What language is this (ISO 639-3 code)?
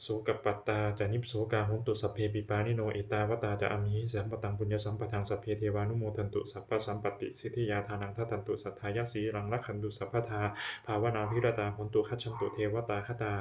pli